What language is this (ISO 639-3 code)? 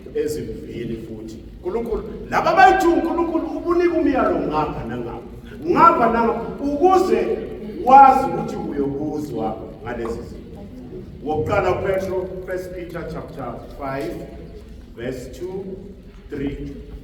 zul